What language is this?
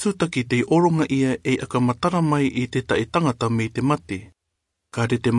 Rarotongan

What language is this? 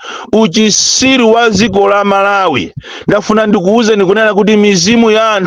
Nyanja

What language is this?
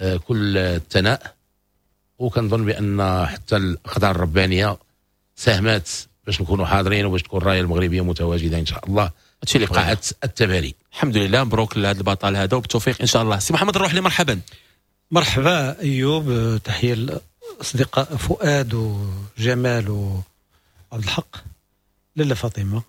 Moroccan Arabic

